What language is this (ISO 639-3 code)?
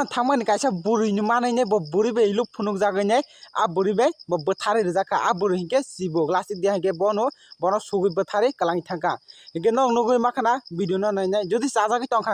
trp